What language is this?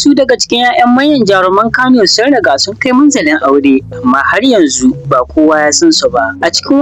Hausa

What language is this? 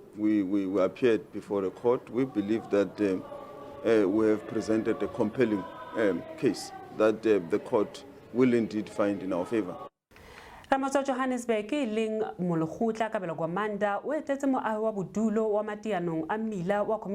Southern Sotho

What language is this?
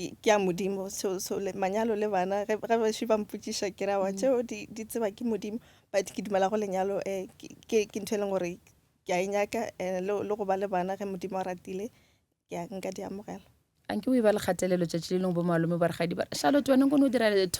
Northern Sotho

